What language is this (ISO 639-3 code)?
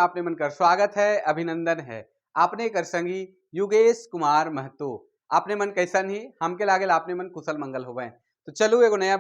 sck